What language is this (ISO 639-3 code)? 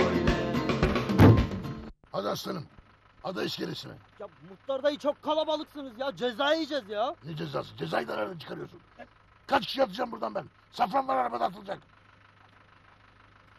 tur